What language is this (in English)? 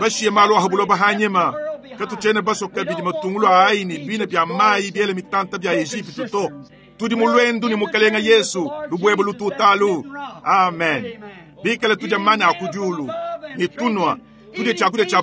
Luba-Lulua